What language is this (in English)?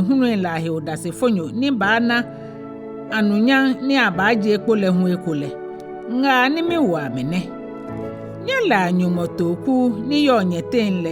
Ga